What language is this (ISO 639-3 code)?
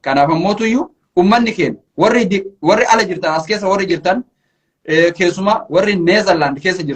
orm